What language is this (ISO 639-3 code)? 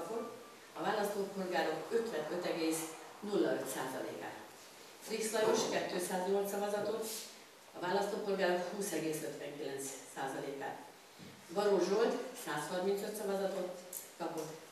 hun